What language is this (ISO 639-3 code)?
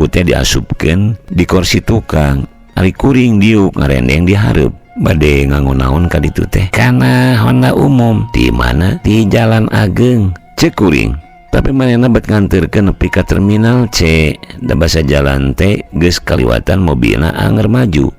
sun